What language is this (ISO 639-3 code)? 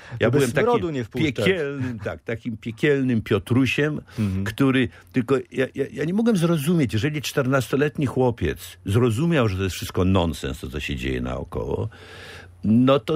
pol